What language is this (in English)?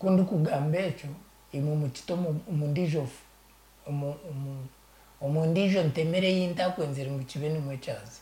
Nyankole